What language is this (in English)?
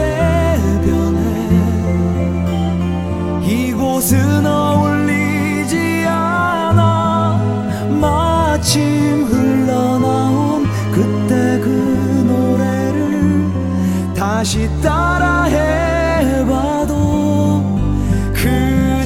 Korean